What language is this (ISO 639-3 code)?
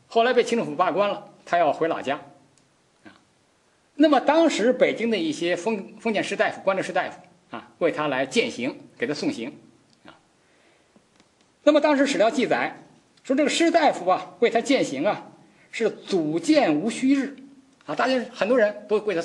zho